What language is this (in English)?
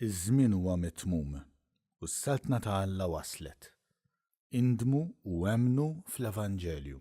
Maltese